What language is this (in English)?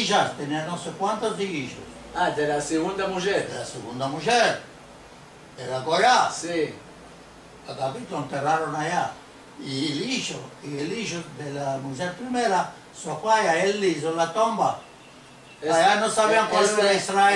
Ladino